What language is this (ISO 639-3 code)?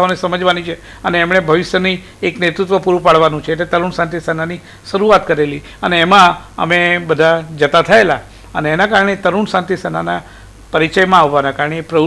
guj